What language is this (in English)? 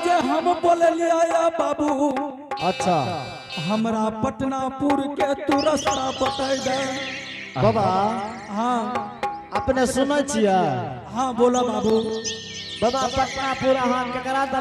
Angika